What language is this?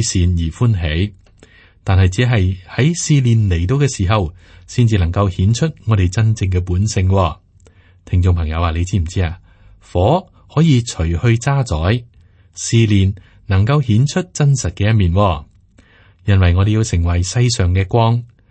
Cantonese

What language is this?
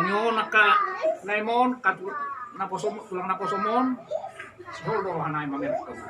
Batak Toba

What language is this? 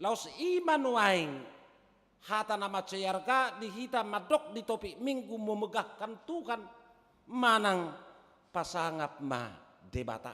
Batak Toba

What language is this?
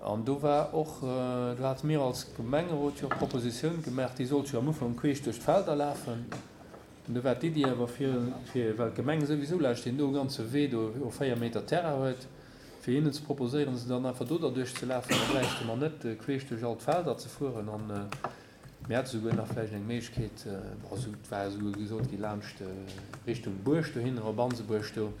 Luxembourgish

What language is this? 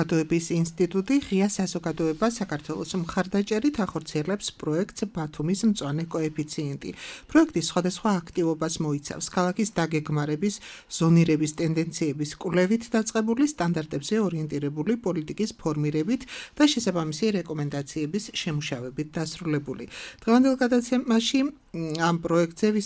Georgian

